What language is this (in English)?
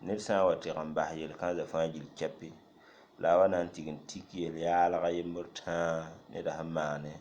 Mossi